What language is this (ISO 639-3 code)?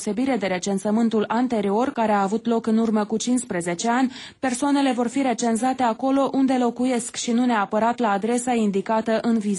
ron